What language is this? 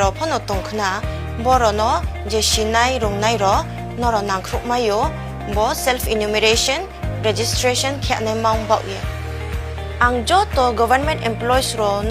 Riang (India)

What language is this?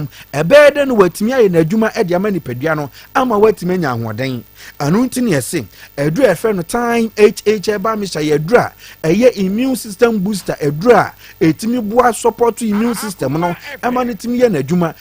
Akan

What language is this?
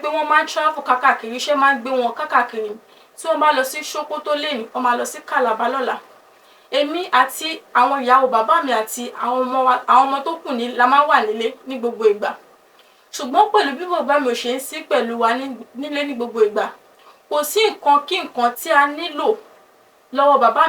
Yoruba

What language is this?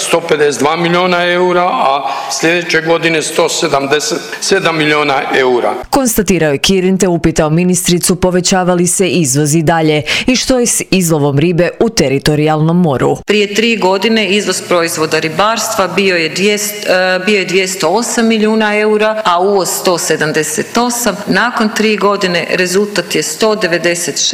Croatian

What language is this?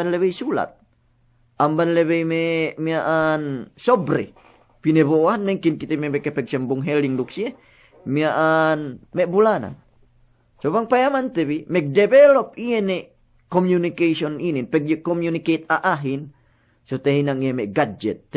Yakan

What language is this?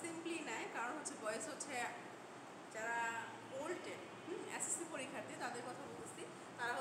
Bangla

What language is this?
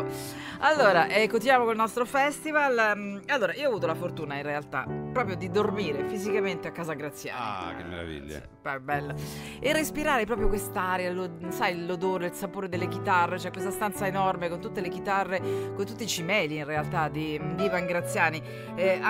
Italian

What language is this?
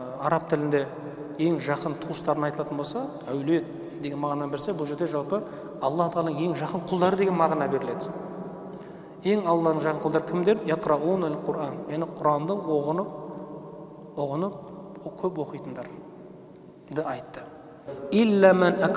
Kazakh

